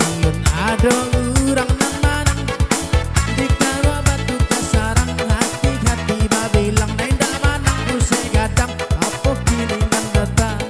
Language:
Minangkabau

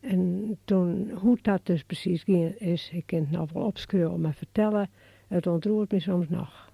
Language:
Western Frisian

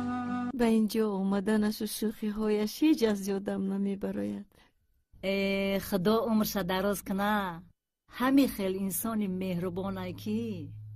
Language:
Tajik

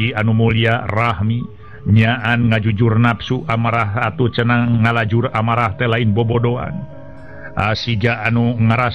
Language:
Sundanese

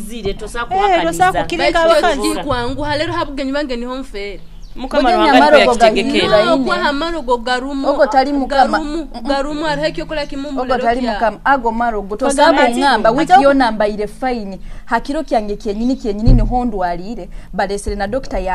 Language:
Nyoro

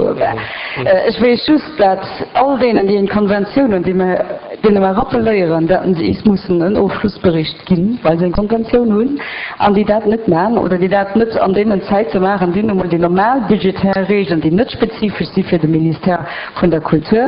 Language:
Luxembourgish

